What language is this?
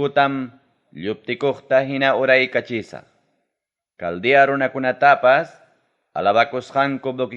Ayacucho Quechua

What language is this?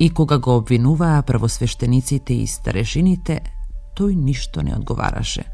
Macedonian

